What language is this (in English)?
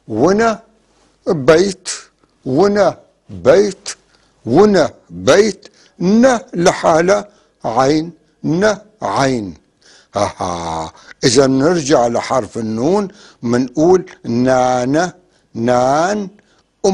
North Levantine Arabic